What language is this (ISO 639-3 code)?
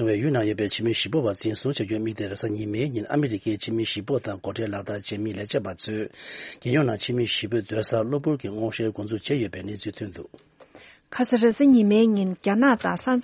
bod